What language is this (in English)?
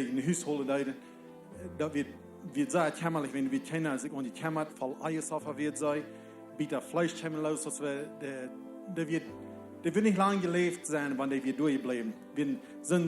Plautdietsch